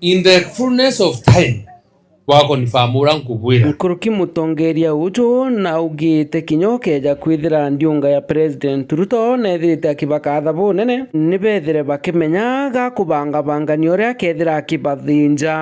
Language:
Meru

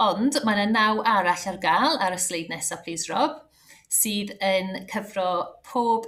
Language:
Welsh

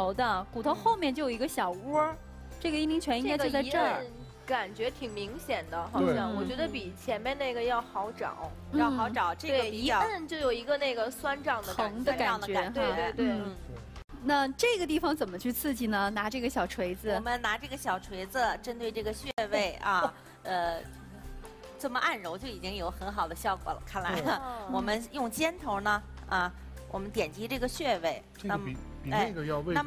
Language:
Chinese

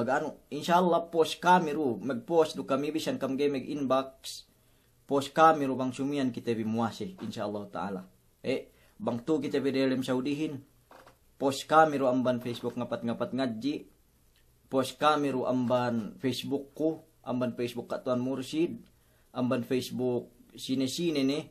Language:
Yakan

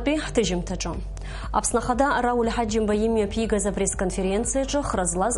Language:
Abkhazian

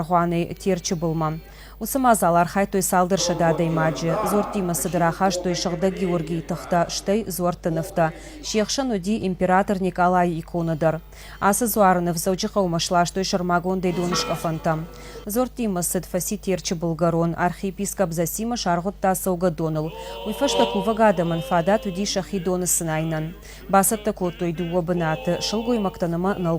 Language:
Ossetic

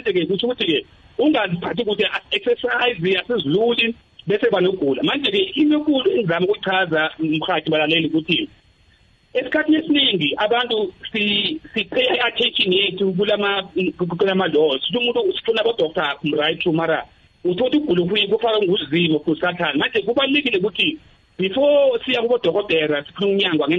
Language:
South Ndebele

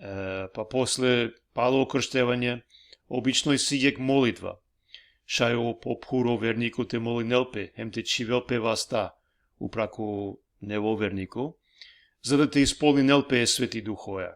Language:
Balkan Romani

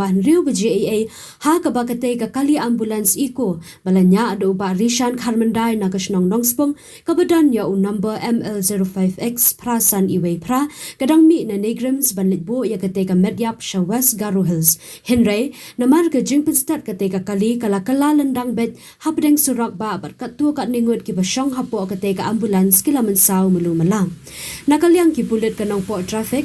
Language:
Khasi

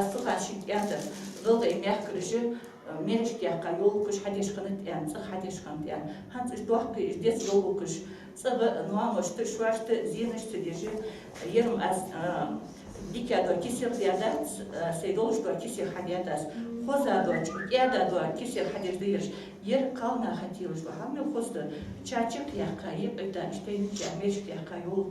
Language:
Ingush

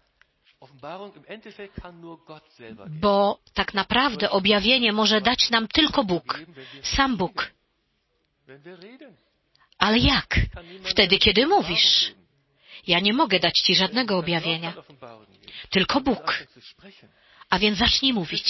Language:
Polish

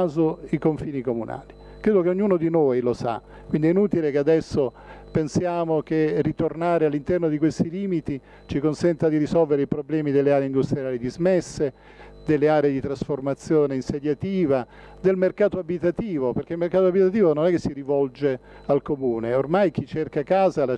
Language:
Italian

